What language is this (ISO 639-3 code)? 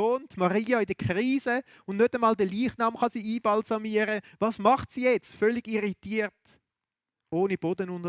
gsw